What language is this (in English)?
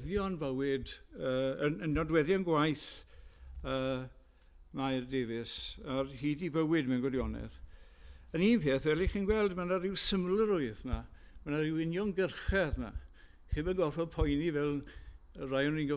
Welsh